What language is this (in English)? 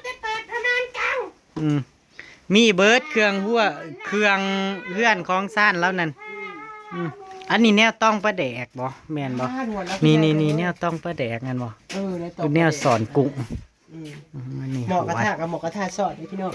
Northeastern Thai